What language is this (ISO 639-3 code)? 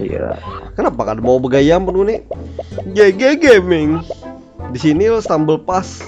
bjn